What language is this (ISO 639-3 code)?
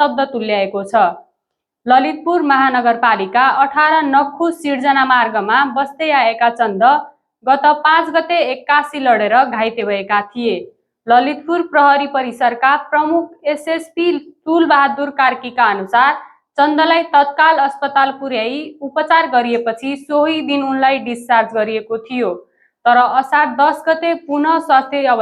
nep